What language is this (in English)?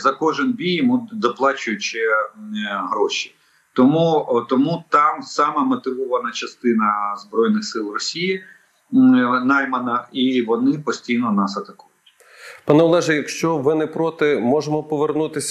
Ukrainian